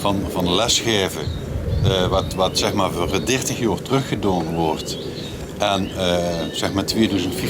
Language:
Limburgish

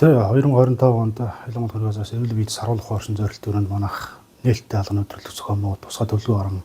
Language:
Mongolian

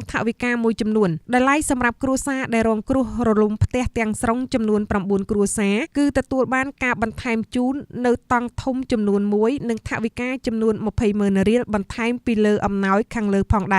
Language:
Khmer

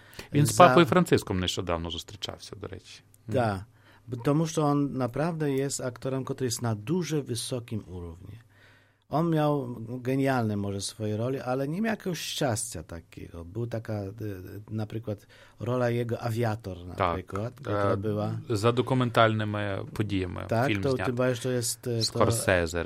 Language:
Polish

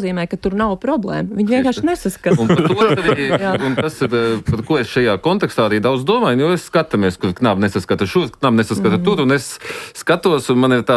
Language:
Latvian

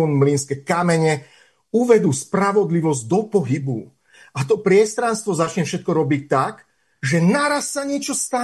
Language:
Slovak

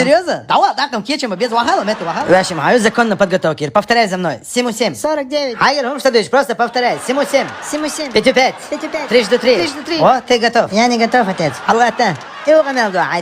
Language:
Chechen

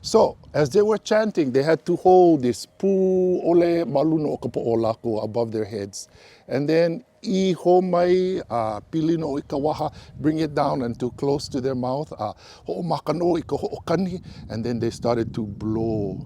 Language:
Hawaiian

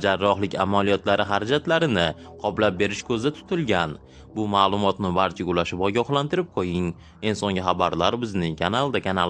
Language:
Uzbek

